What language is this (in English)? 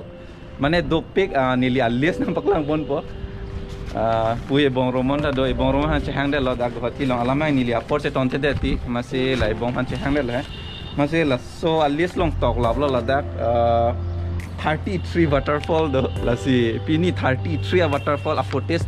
Karbi